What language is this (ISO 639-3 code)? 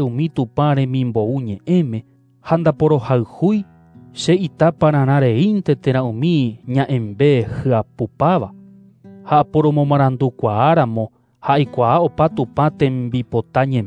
grn